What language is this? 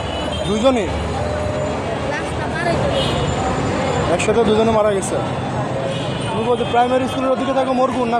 Bangla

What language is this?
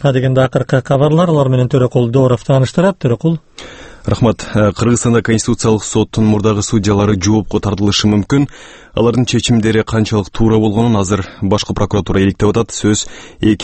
Kyrgyz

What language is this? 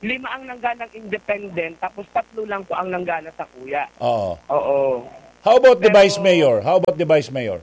Bikol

